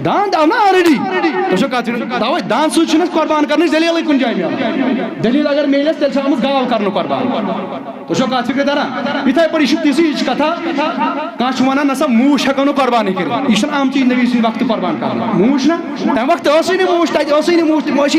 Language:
Kashmiri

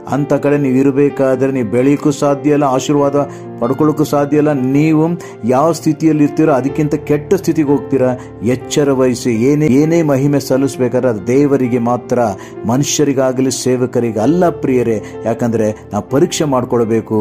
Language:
Kannada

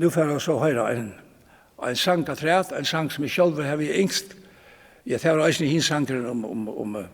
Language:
Faroese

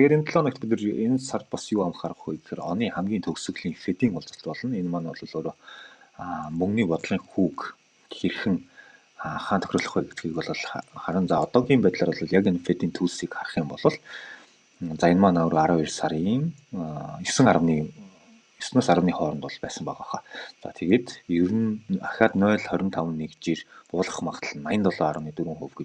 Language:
Mongolian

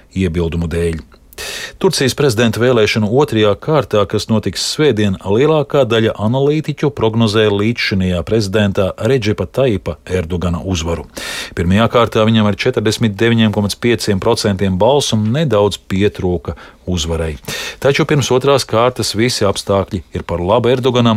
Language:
Latvian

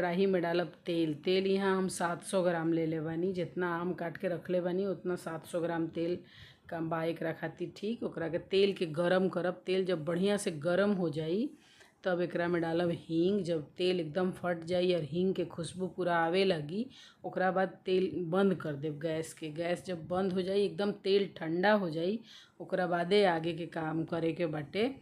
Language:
Bhojpuri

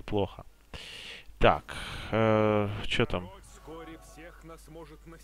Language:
Russian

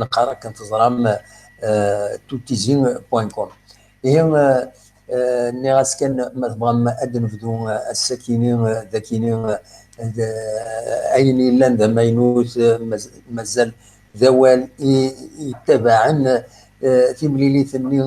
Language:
Kabyle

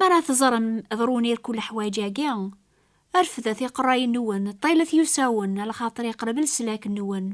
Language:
Kabyle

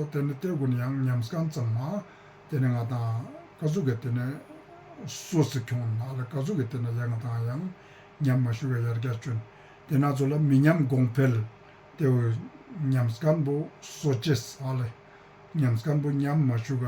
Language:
Ladakhi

